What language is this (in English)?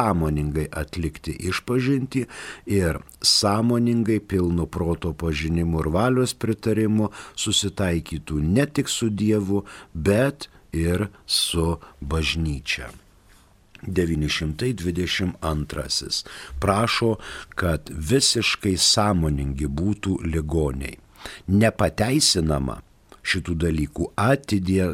Lithuanian